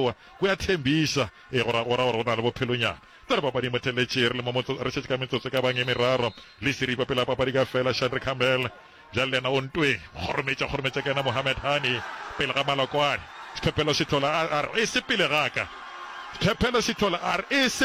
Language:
Northern Sotho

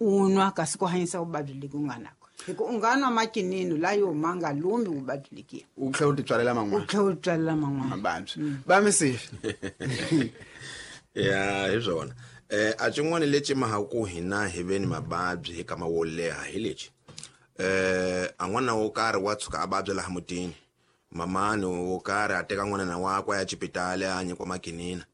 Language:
Tsonga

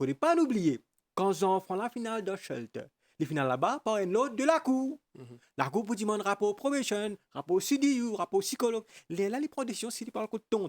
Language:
Morisyen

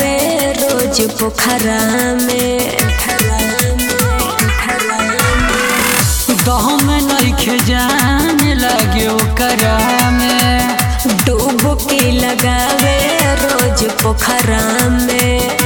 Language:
Bhojpuri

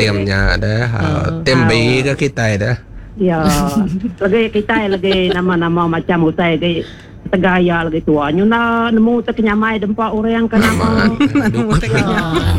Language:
Iban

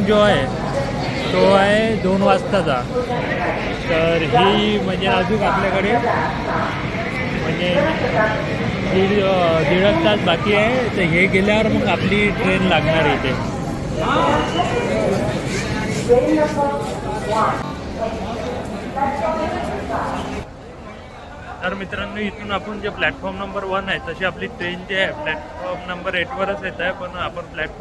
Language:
Marathi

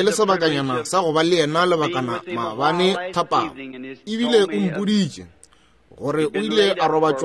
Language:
Northern Sotho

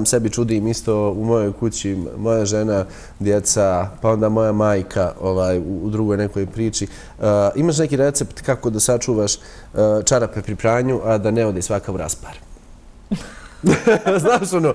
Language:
Bosnian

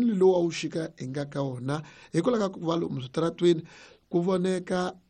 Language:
Tsonga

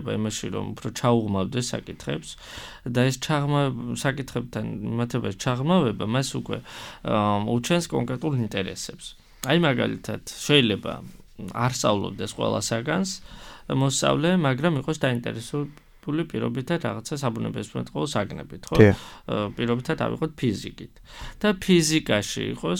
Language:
Georgian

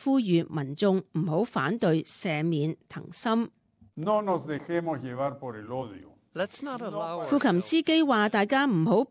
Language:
Cantonese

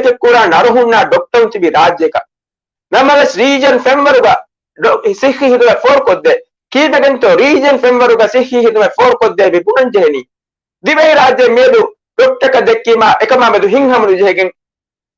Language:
Divehi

